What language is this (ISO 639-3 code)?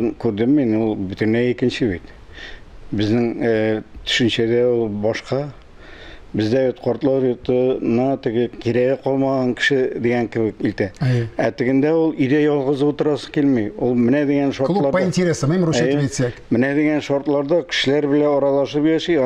tat